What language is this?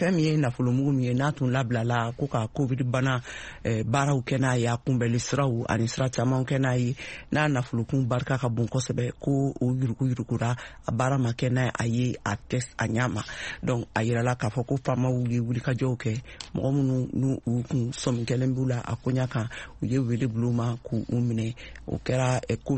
Bambara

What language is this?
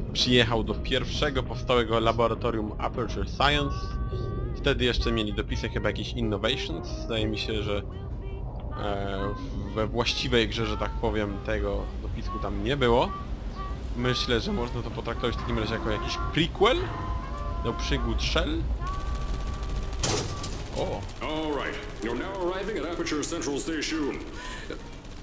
Polish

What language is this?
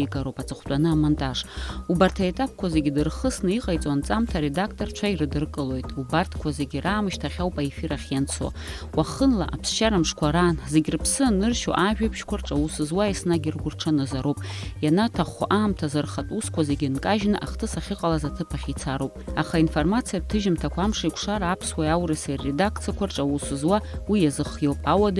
Abkhazian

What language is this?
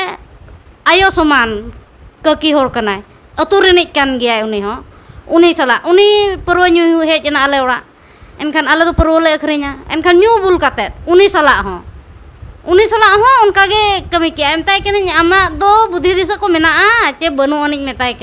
Santali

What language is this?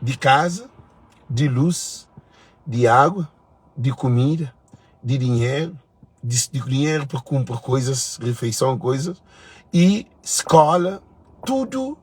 Kabuverdianu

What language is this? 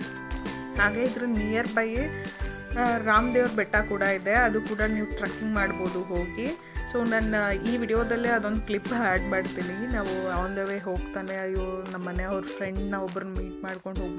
Kannada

